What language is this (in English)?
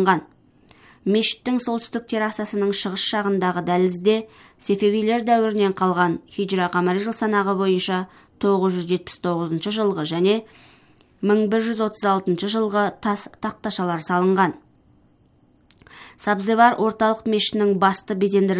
Kazakh